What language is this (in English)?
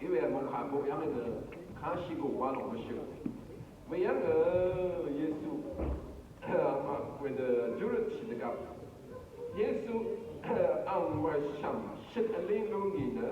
Rawang